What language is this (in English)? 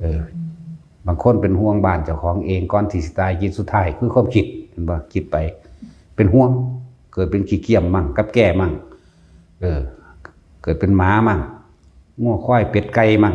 Northeastern Thai